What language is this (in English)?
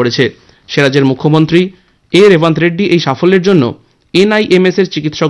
Bangla